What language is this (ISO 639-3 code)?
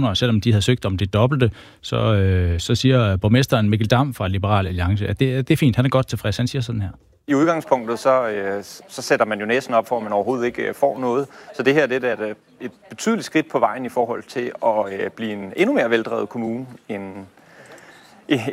dan